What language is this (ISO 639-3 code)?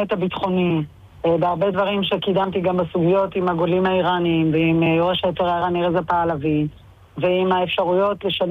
heb